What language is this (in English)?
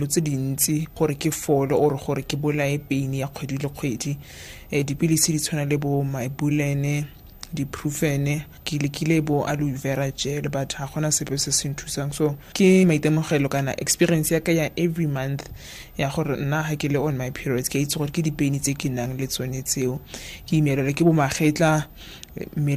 Tswana